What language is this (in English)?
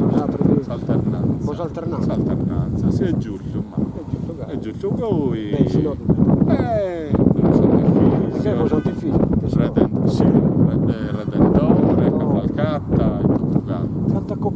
Sardinian